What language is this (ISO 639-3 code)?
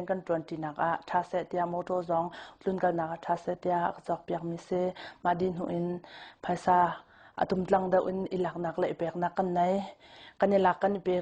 cnh